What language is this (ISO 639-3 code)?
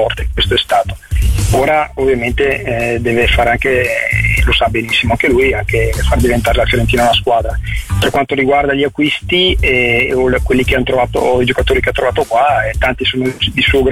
ita